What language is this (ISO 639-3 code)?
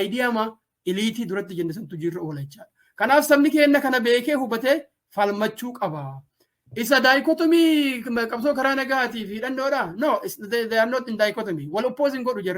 orm